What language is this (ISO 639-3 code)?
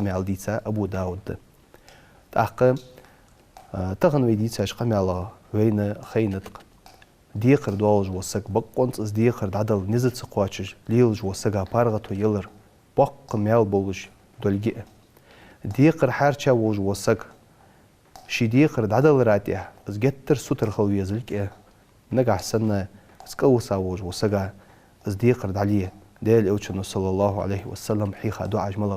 inh